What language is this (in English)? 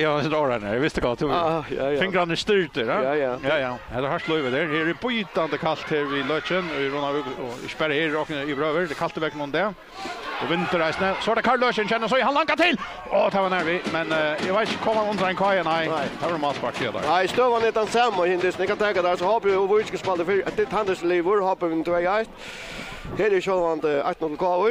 Faroese